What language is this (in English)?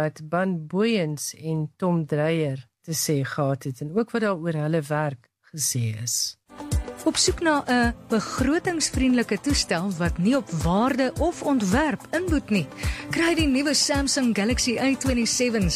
Afrikaans